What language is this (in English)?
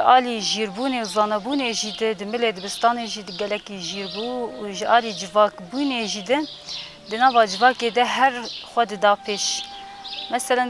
Kurdish